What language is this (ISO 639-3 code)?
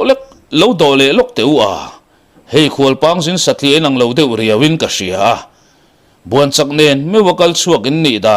lus